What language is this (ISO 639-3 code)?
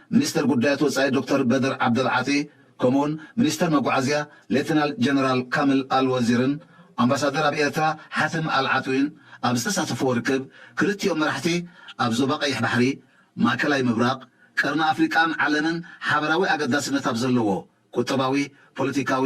tir